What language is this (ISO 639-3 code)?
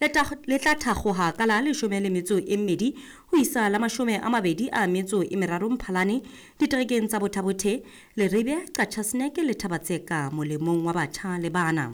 sot